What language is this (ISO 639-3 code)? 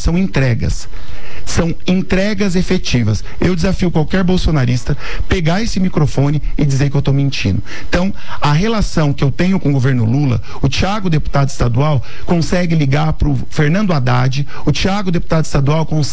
por